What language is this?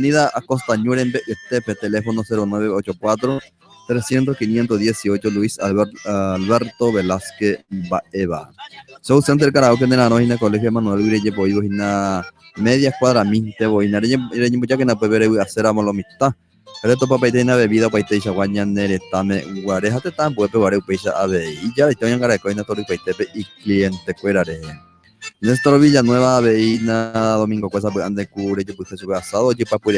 Guarani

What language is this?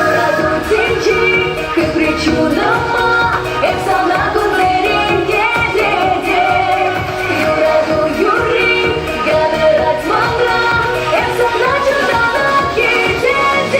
Chuvash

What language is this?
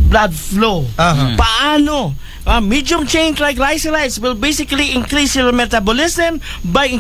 Aklanon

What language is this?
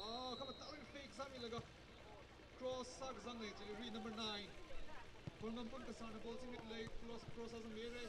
Tangkhul Naga (India)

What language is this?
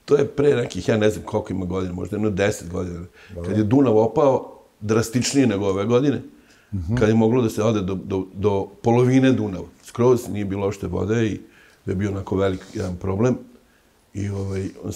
Serbian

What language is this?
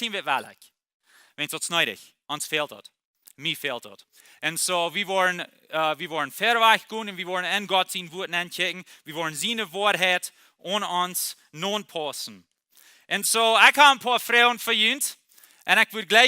Plautdietsch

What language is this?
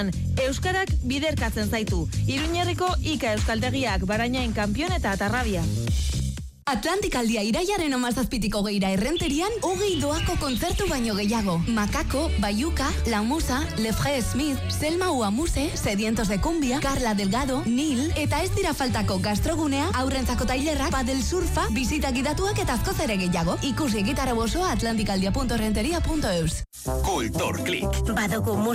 Basque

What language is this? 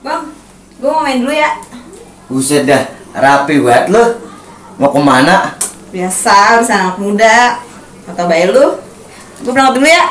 Betawi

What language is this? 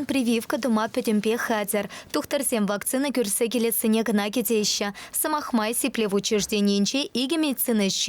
Chuvash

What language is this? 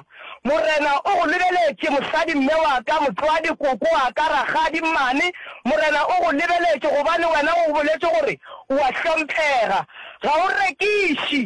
Northern Sotho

